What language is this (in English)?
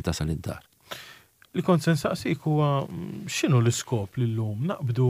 Maltese